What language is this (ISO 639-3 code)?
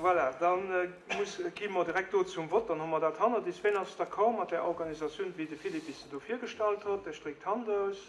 ltz